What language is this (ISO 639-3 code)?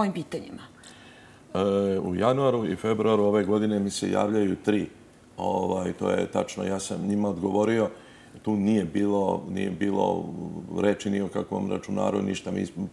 srp